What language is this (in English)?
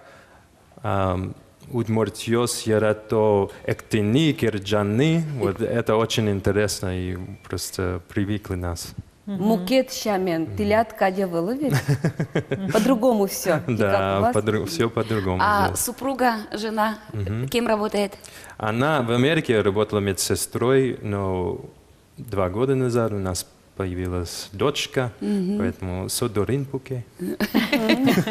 Udmurt